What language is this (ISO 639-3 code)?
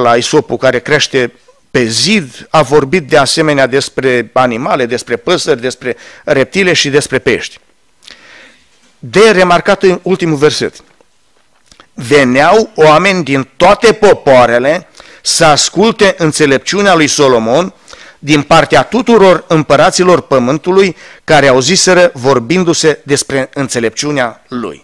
ron